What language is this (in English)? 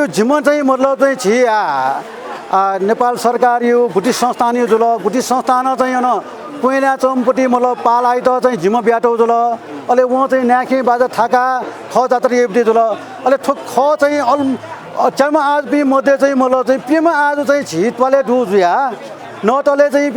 Newari